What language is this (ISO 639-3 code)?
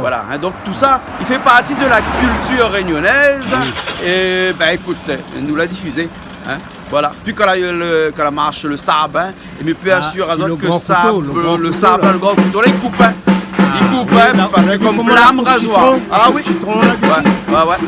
rcf